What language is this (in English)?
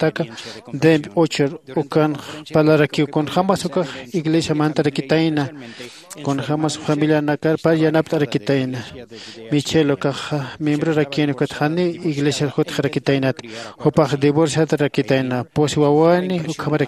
Aymara